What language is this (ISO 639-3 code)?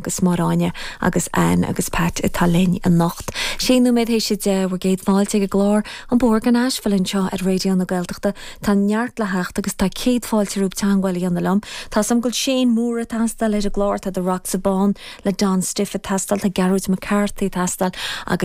gle